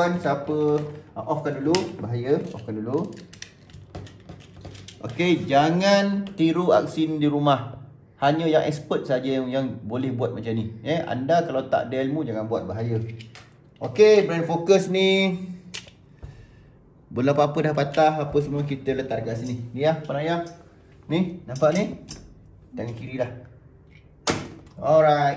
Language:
Malay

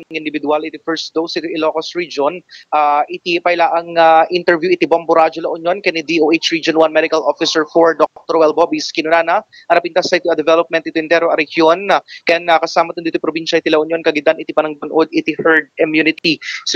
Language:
Iloko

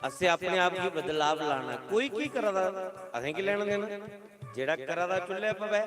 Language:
Dogri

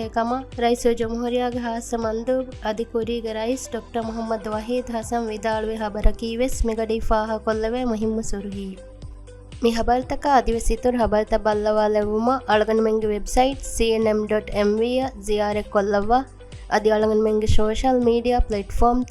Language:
Divehi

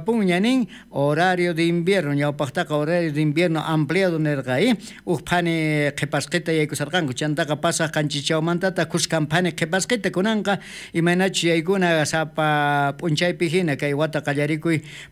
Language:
South Bolivian Quechua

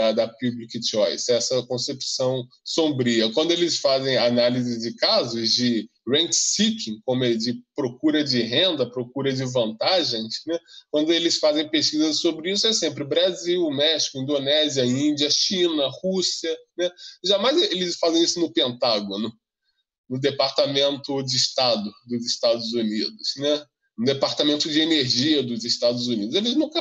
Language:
Portuguese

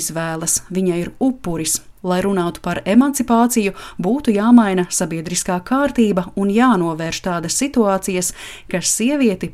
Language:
Latvian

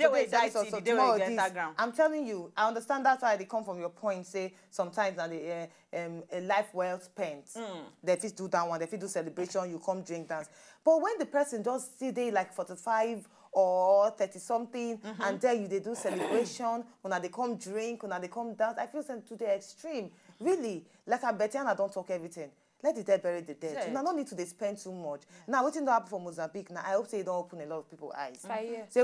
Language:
Nigerian Pidgin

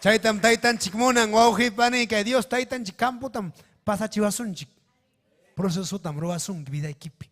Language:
Ayacucho Quechua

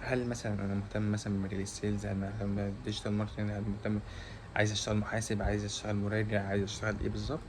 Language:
Egyptian Arabic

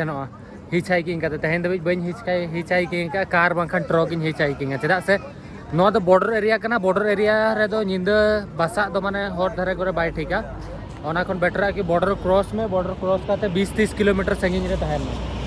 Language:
Santali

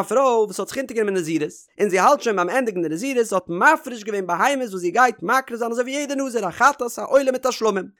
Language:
Yiddish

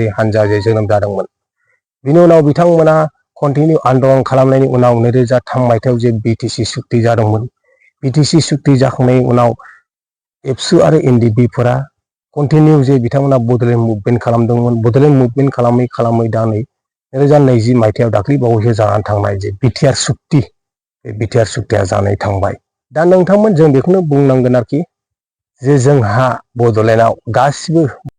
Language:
Bodo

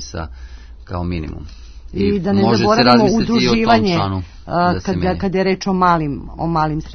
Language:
Serbian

